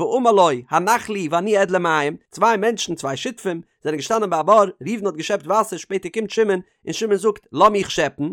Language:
Yiddish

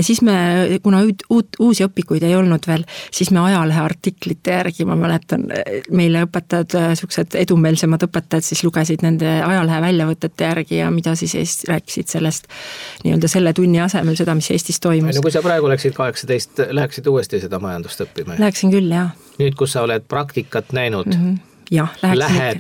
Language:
Estonian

